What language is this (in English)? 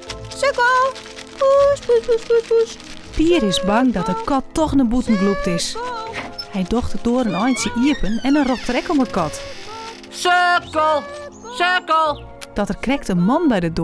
Western Frisian